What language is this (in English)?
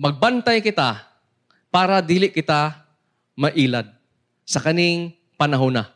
Cebuano